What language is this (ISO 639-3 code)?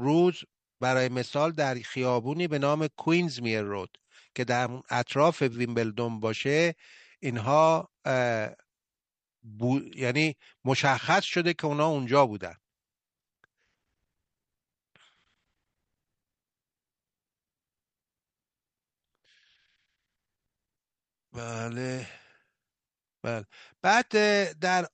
fas